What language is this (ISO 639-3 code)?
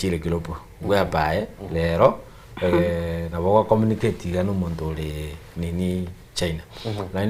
guz